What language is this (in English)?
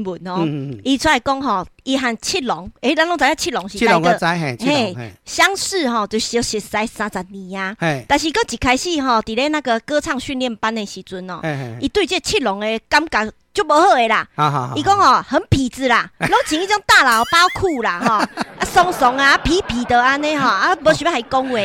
Min Nan Chinese